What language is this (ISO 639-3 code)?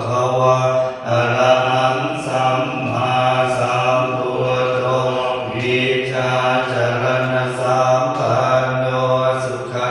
pli